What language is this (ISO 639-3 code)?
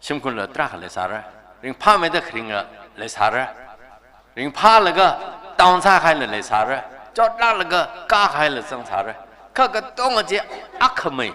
nmf